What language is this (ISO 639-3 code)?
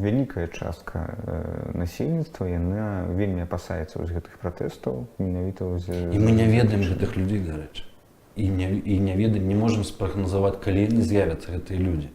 bel